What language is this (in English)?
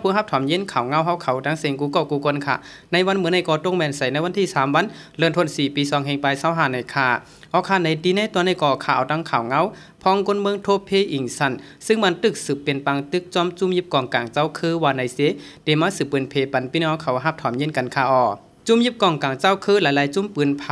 Shan